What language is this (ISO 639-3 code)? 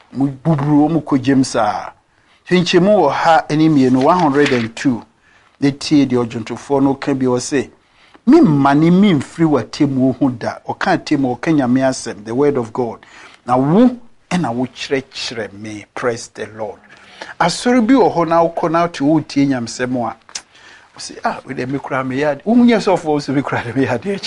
aka